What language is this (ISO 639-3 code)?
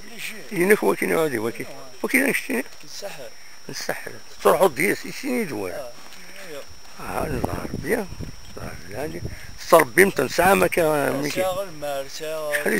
kab